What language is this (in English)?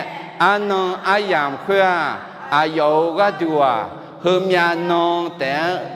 Akha